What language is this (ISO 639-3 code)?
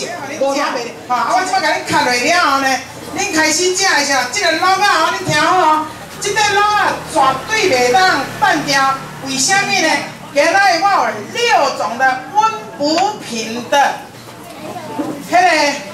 nan